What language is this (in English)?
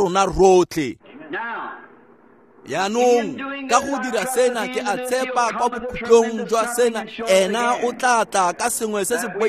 Tswana